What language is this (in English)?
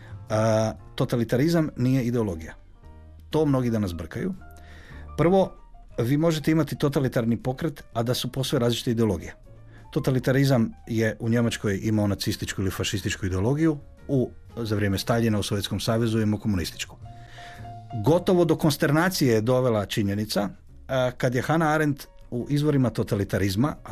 Croatian